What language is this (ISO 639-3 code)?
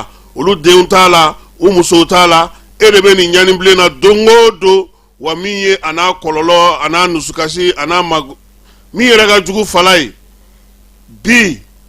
bam